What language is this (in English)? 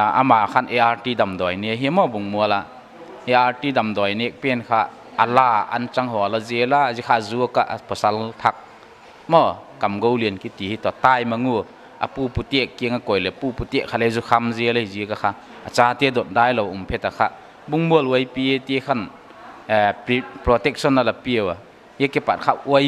Paite Chin